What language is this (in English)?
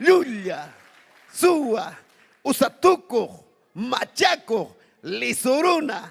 Ayacucho Quechua